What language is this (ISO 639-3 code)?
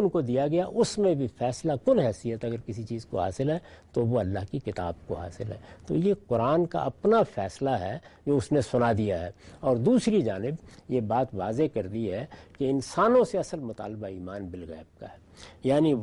urd